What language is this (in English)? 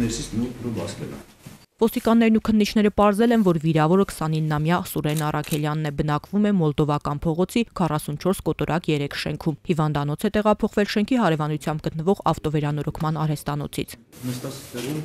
Armenian